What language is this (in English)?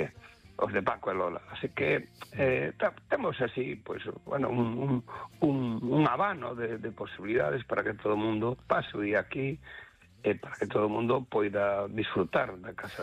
Galician